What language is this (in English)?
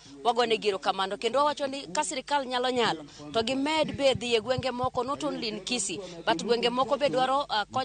Luo (Kenya and Tanzania)